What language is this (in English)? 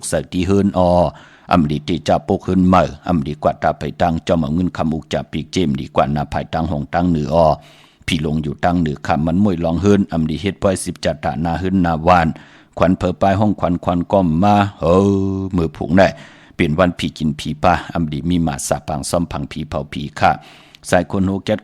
Shan